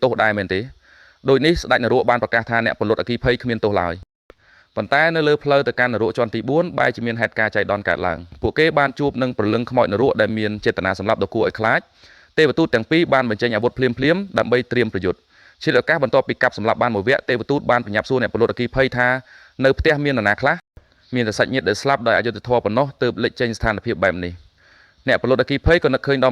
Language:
Khmer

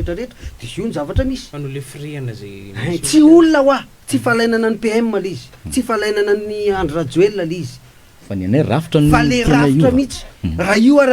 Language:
Malagasy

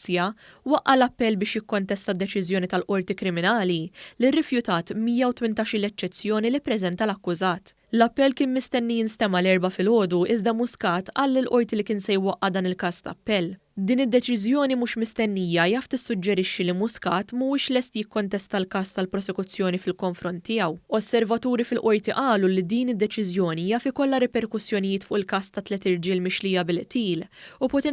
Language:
Maltese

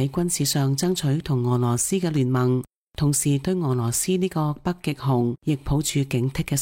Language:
Cantonese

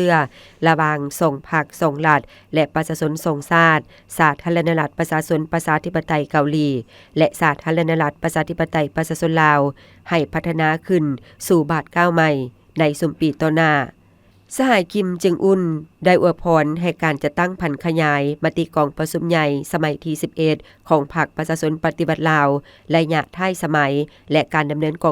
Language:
Lao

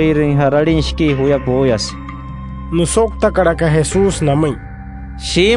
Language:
Wayuu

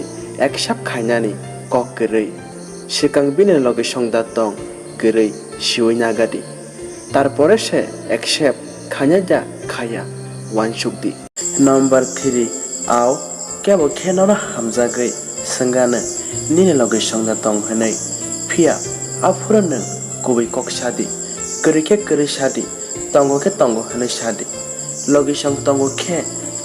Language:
Kok Borok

